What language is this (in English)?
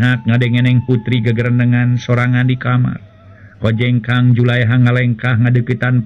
Sundanese